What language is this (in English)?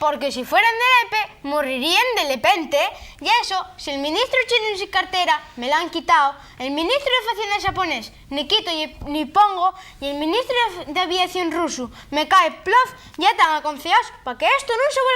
Asturian